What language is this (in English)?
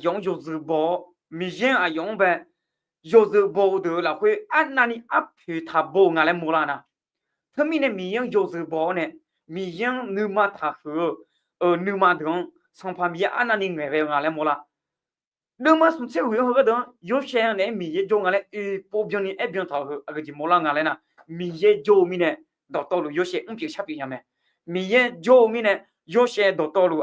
Akha